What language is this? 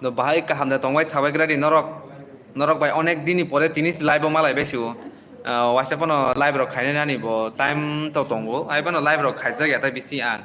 Kok Borok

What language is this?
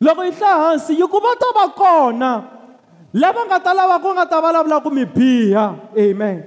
Tsonga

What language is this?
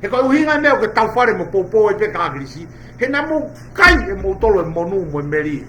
Tongan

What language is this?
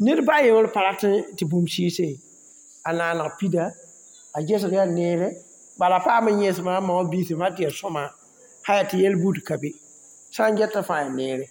Mossi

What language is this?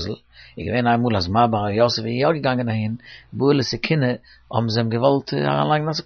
Yiddish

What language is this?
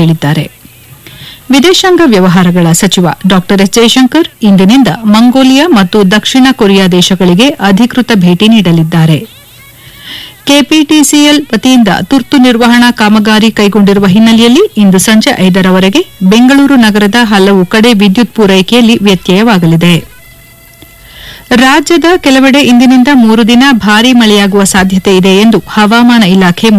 Kannada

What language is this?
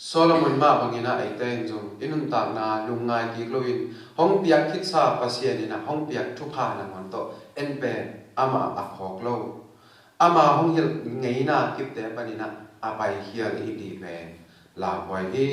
Tedim Chin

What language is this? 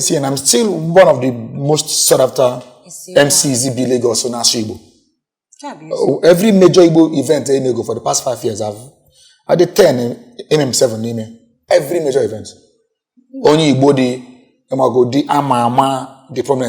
Igbo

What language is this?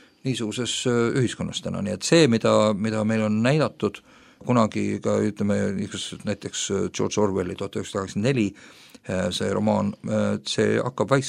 Estonian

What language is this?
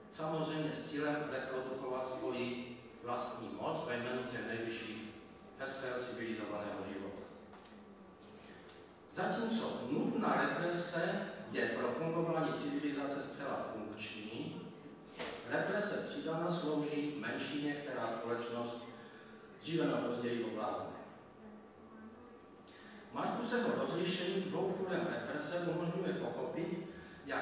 Czech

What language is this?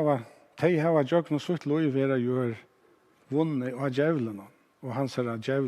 Faroese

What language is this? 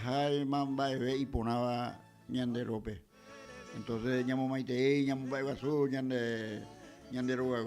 Guarani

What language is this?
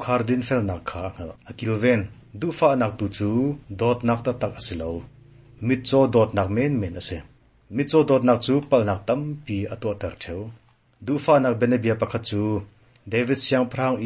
Hakha Chin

